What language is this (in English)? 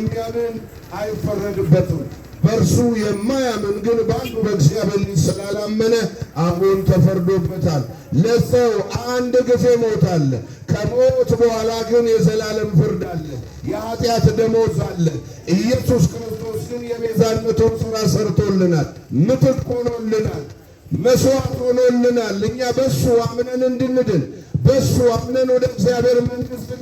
Amharic